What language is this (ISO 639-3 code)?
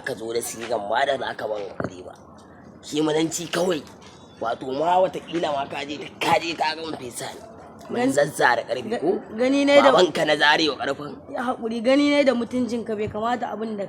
hau